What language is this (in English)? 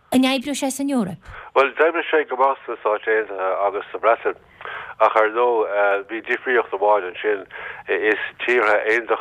Irish